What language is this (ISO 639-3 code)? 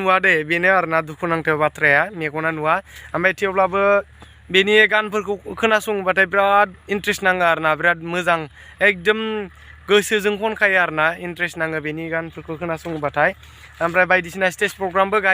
brx